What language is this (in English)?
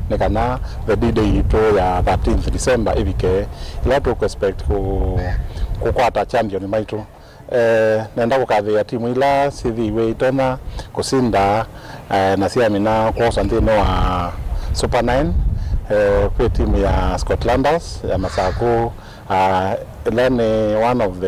Kamba